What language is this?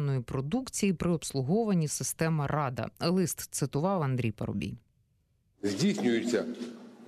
Ukrainian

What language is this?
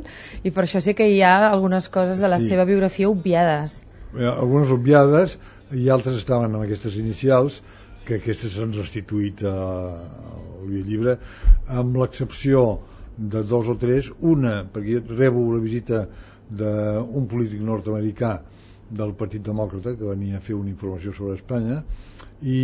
Catalan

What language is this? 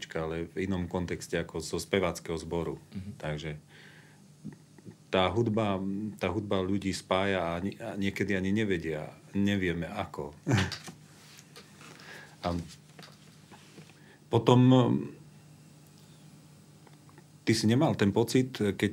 Slovak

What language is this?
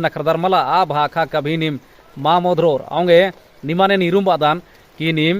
Kurukh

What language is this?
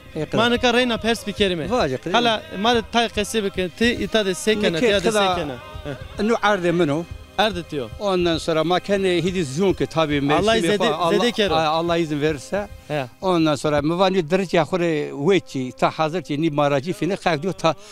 Zaza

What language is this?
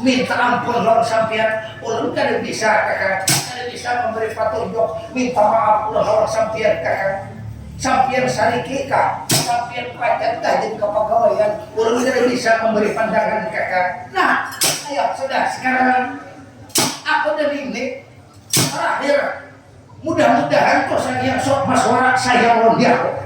Banjar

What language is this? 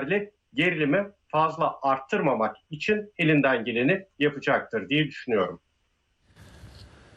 Turkish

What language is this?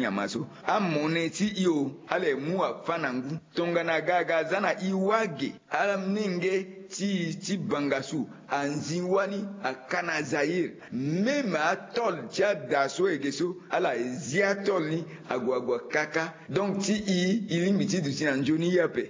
Sango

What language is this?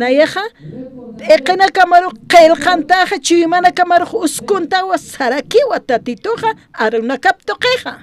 Aymara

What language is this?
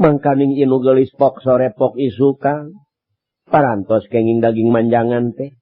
Sundanese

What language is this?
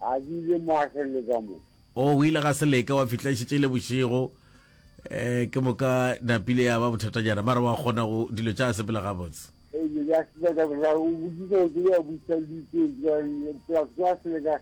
Northern Sotho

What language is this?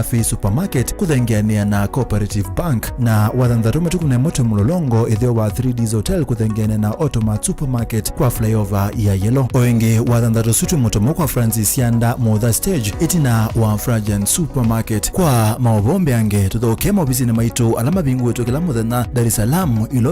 Kamba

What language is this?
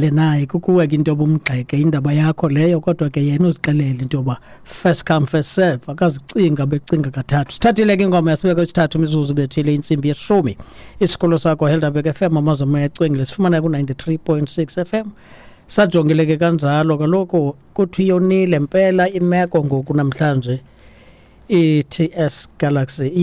Xhosa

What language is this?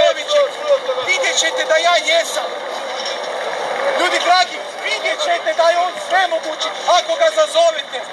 Croatian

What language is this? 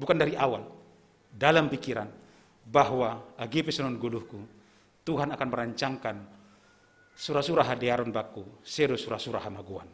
Batak Simalungun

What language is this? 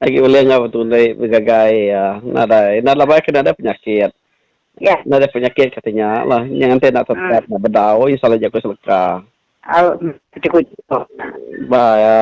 Iban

